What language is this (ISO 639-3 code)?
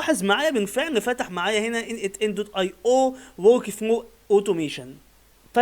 arz